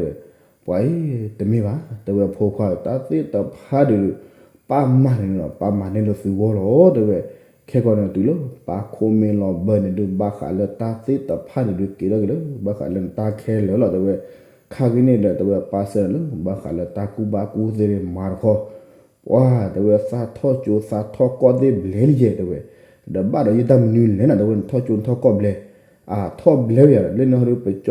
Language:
S'gaw Karen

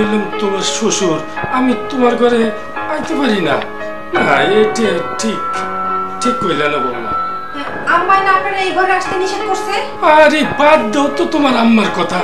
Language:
Bangla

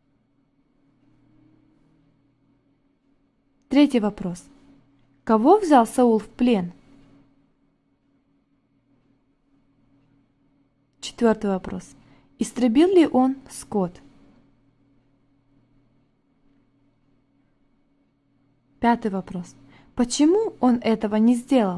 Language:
Russian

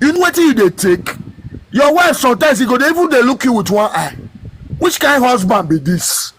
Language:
Nigerian Pidgin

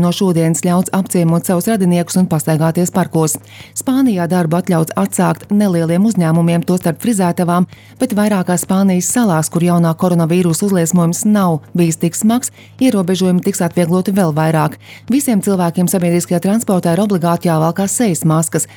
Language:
Latvian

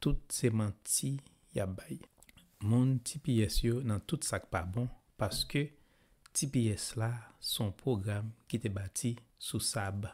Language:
Haitian Creole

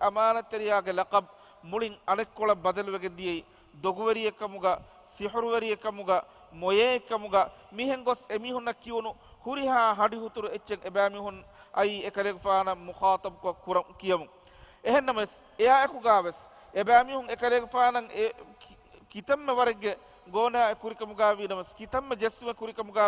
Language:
Divehi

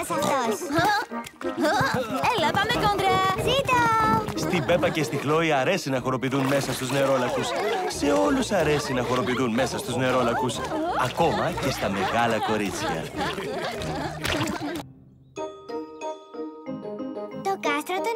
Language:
Greek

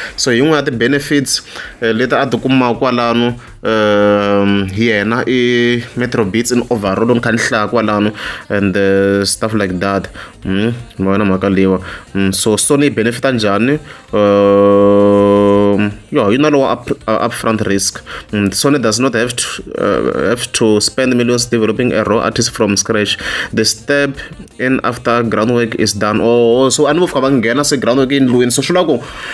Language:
Tsonga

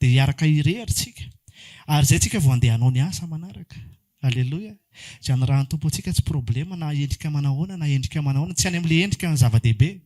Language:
Malagasy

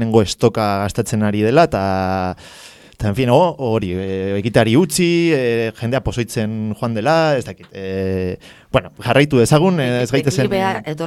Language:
Basque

